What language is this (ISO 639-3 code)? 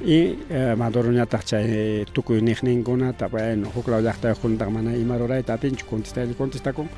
quy